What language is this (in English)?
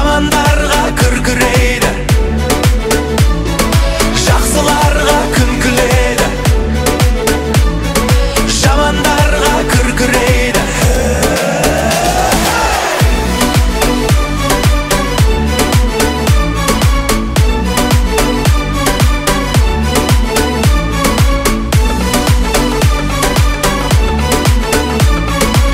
Kazakh